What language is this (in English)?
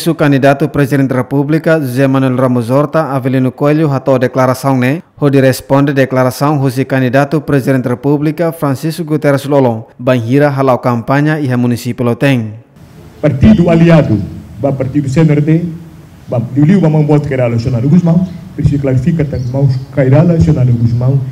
Tetum